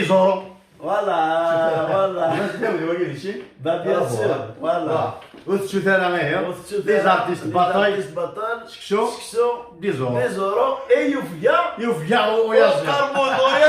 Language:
Kabyle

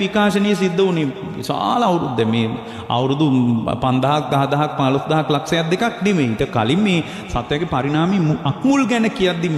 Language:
Sinhala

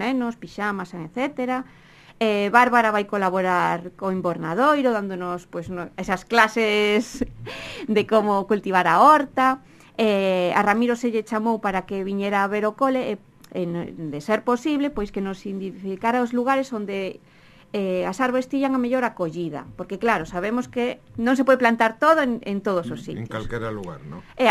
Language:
Galician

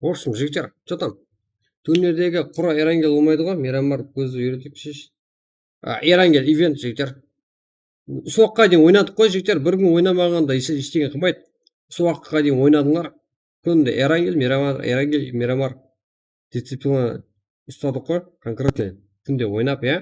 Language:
Kara-Kalpak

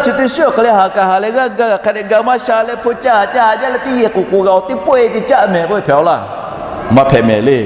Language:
Lahu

